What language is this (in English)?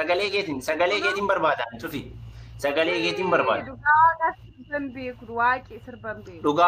Oromo